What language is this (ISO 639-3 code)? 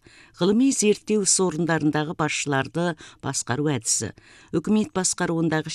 kaz